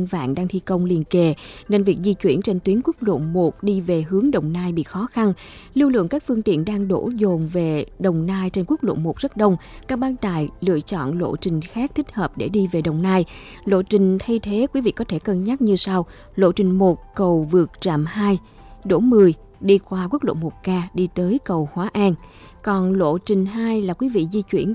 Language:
Vietnamese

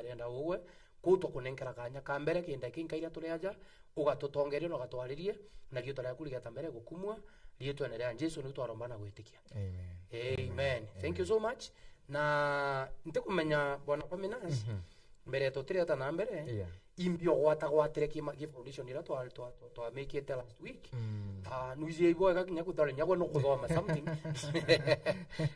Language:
Meru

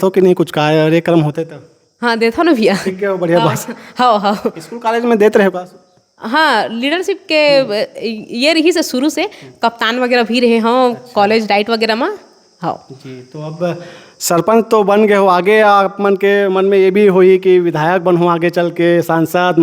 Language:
Chhattisgarhi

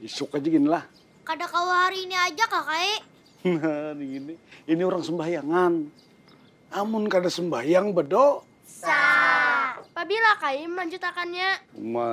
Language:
Banjar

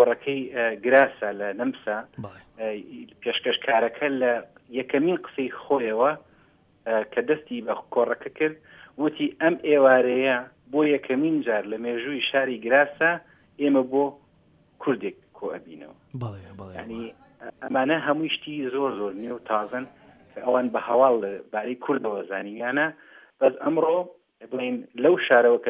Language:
Central Kurdish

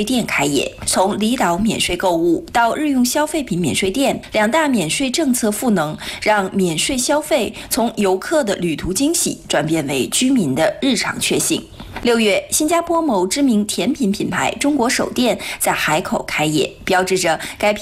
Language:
Chinese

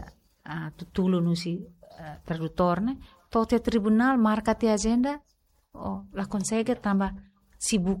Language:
Tetum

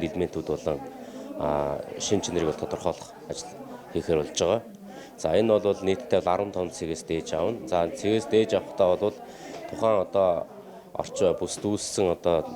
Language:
Mongolian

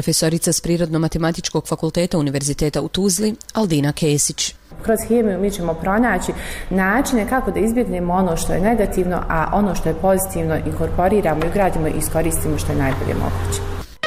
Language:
Bosnian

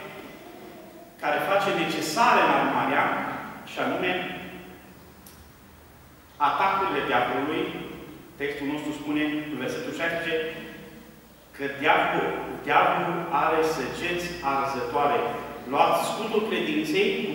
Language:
Romanian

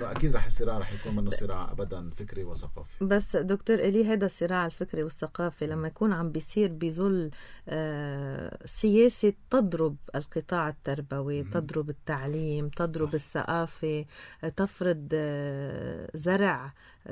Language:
North Levantine Arabic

